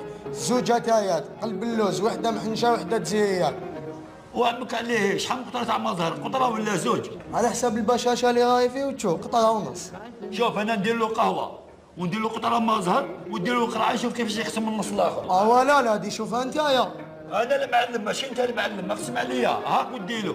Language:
Algerian Arabic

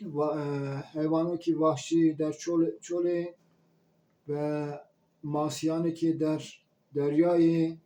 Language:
Zaza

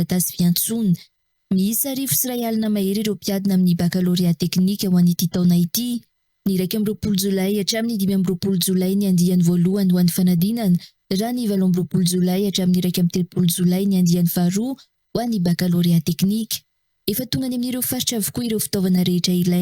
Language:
Malagasy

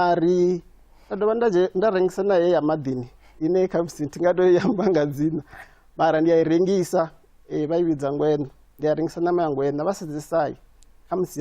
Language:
Venda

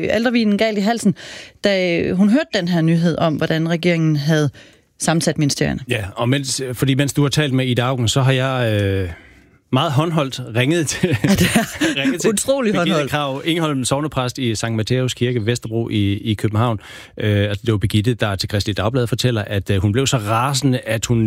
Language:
Danish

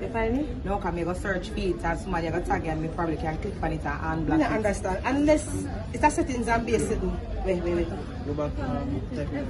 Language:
Jamaican Creole English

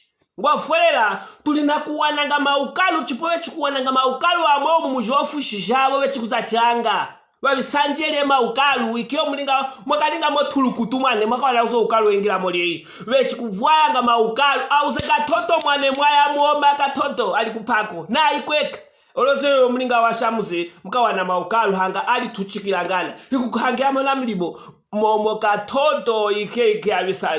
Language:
Luvale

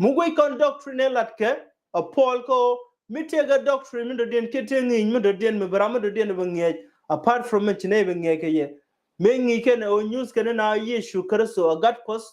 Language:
Nuer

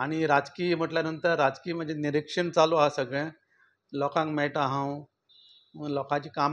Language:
Konkani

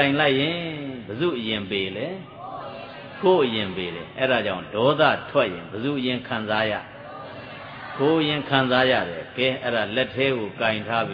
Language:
Burmese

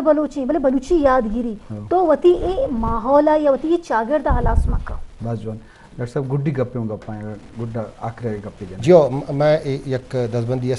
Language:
Eastern Balochi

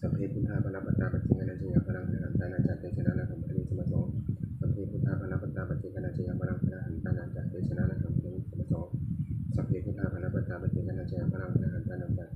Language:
Pali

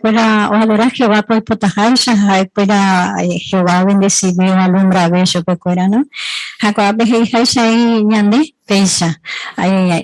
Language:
Guarani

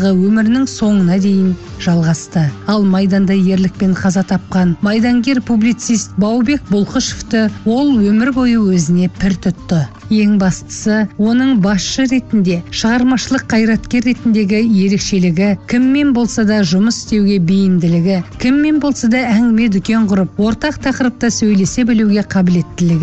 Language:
Kazakh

